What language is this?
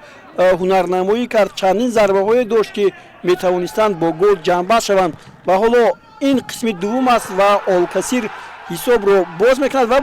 Tajik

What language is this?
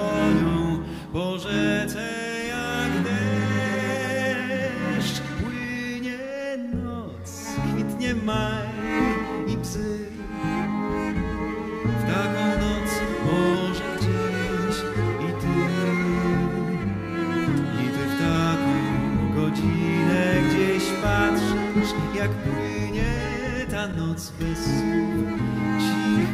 Polish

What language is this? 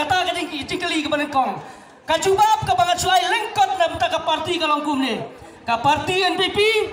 Khasi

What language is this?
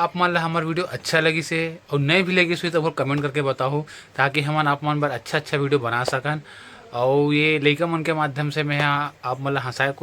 Chhattisgarhi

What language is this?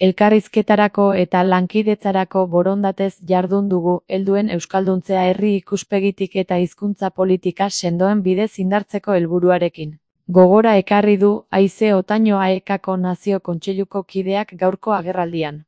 Basque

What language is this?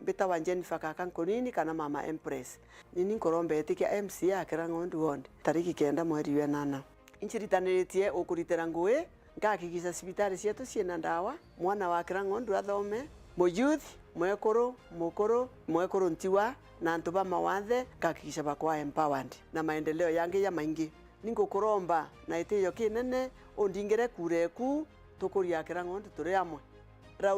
Meru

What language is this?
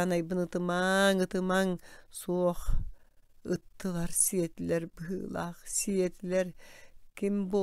Yakut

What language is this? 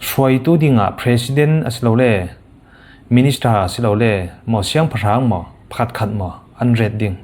Falam Chin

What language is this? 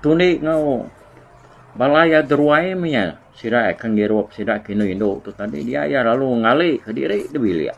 Iban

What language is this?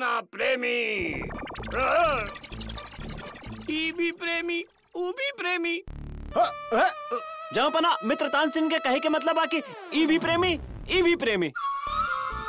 Bhojpuri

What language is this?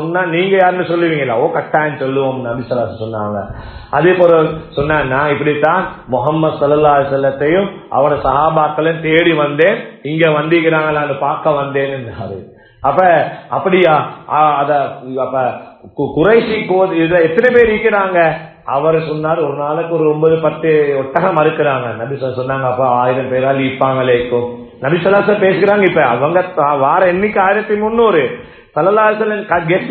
Tamil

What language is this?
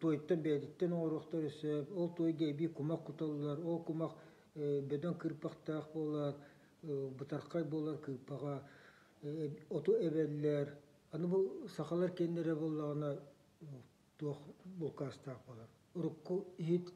Yakut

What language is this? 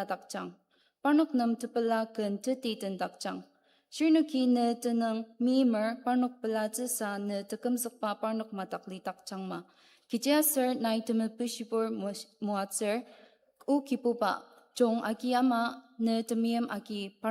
Ao Naga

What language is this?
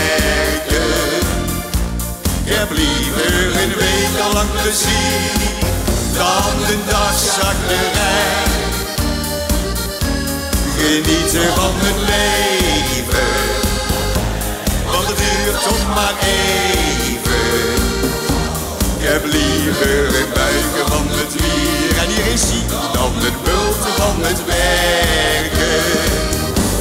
Dutch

